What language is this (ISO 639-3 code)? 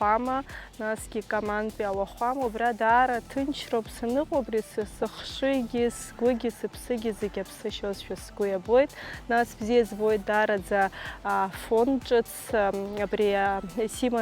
abk